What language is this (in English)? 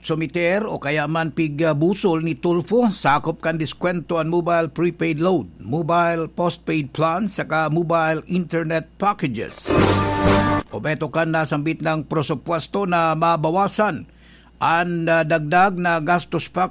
Bikol